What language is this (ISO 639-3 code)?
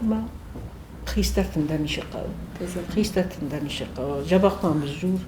oss